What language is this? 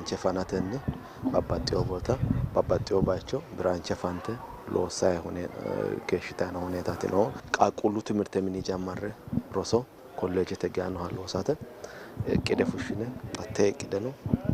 Sidamo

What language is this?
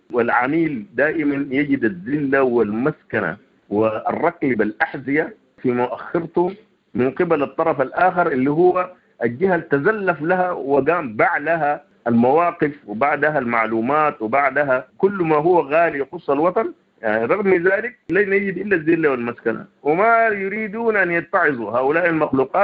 Sudanese Arabic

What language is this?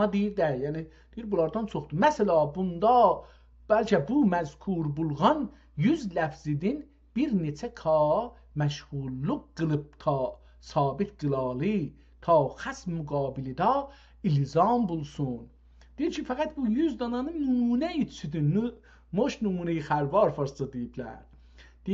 South Azerbaijani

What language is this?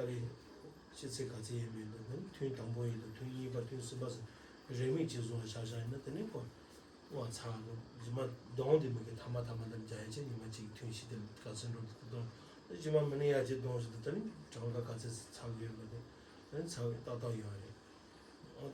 Tibetan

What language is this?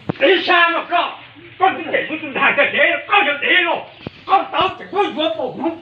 Hmong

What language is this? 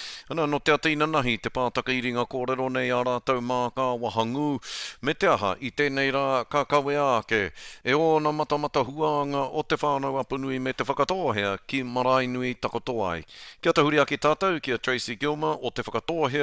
Māori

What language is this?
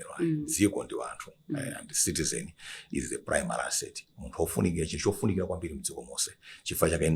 Nyanja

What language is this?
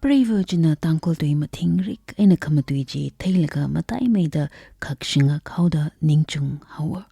Tangkhul Naga (India)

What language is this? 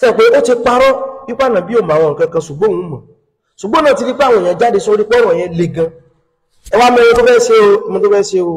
Yoruba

